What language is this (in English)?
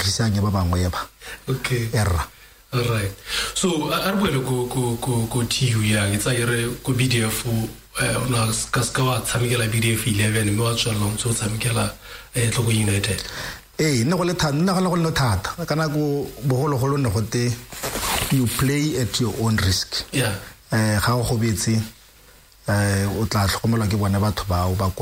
Tswana